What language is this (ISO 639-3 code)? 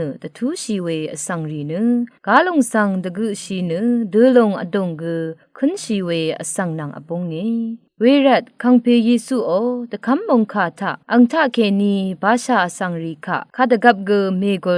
raw